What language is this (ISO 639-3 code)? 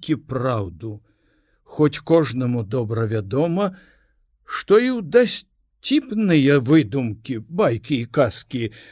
bel